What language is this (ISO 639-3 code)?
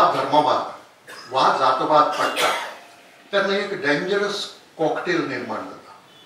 kok